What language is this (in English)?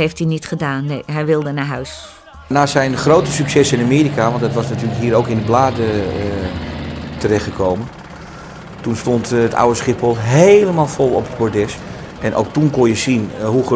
Dutch